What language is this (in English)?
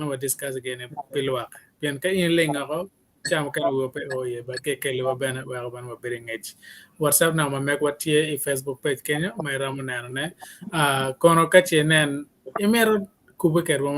Acoli